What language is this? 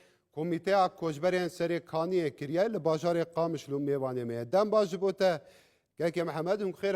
Kurdish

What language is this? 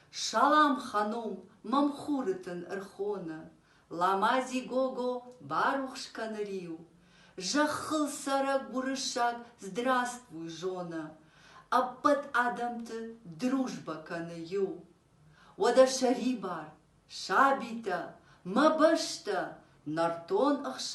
Ossetic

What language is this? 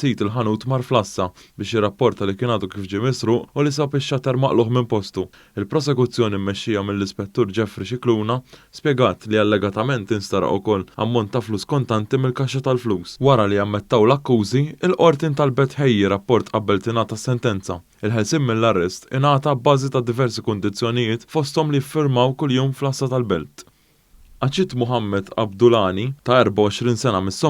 Maltese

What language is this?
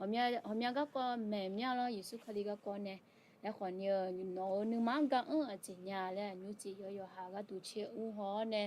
Akha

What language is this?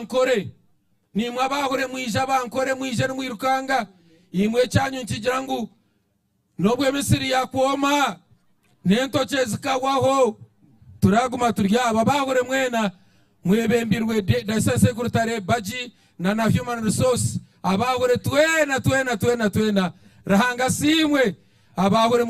Nyankole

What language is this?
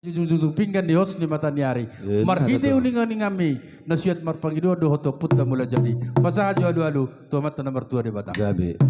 Batak Toba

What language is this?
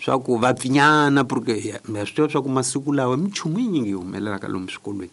Tsonga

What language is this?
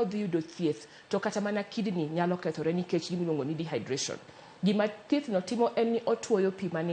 Luo (Kenya and Tanzania)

